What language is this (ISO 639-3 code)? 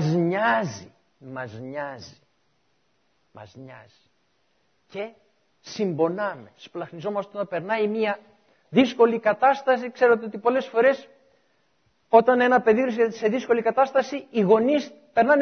ell